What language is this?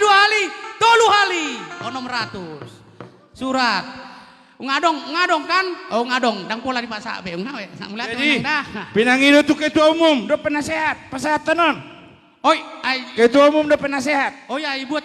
Batak Toba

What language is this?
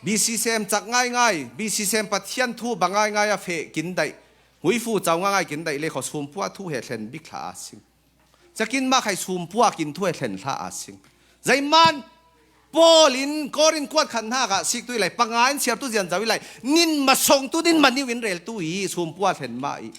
Falam Chin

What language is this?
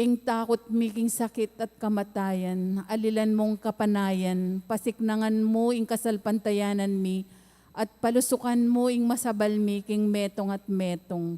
Pampanga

